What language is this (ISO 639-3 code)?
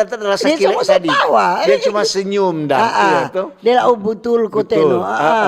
xmm